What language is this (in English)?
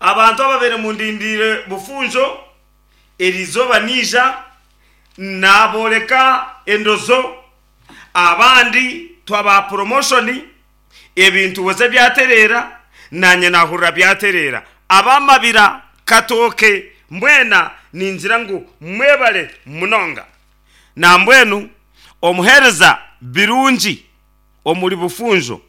Nyankole